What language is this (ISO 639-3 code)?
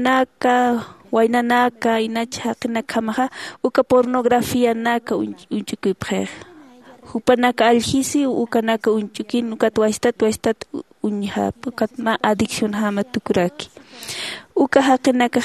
aym